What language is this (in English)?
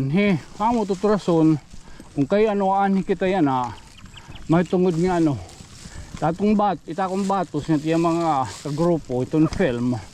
Waray